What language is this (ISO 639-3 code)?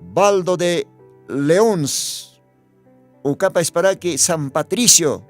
aym